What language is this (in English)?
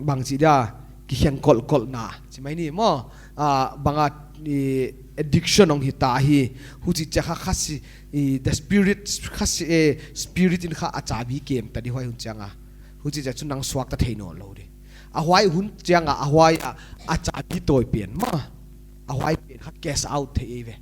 Paite Chin